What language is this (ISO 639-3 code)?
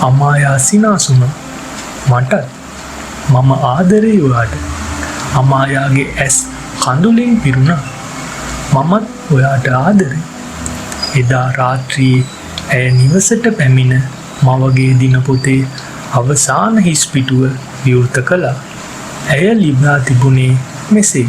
sin